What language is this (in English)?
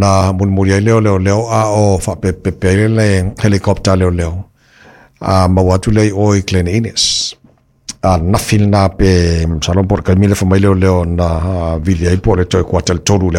Samoan